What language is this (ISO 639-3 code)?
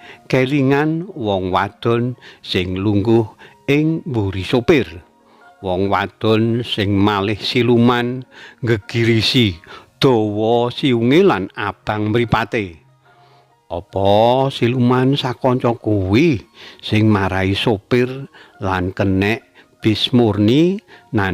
jav